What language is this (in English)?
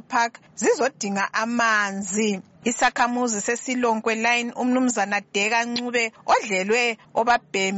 North Ndebele